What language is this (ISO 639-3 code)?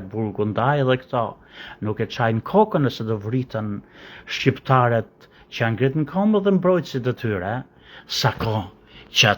sqi